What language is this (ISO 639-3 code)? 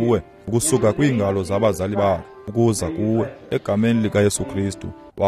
xho